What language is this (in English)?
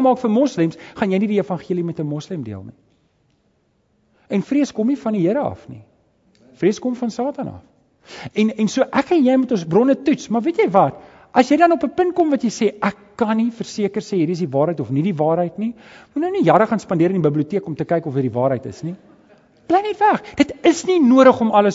Afrikaans